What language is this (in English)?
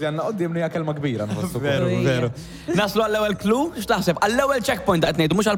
Maltese